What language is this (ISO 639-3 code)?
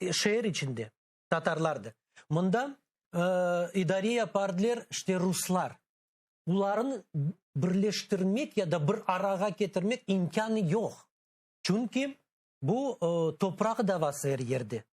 crh